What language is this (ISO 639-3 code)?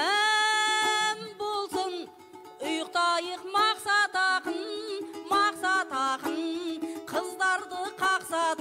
kaz